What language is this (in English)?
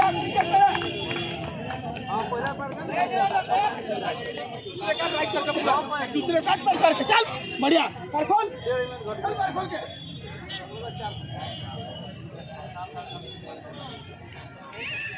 Hindi